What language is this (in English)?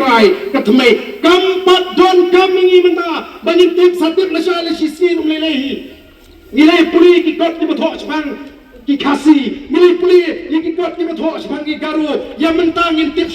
Khasi